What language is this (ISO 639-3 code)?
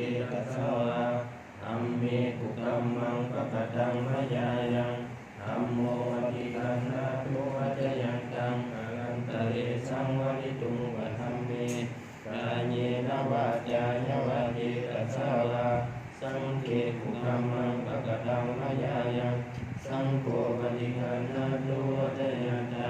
pli